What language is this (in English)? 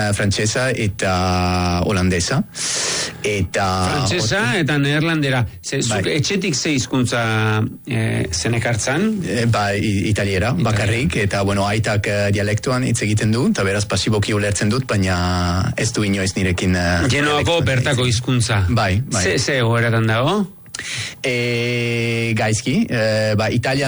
Basque